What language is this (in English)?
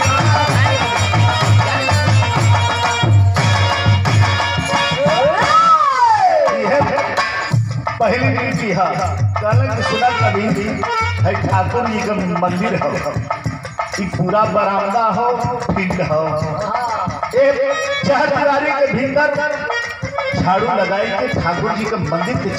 Bhojpuri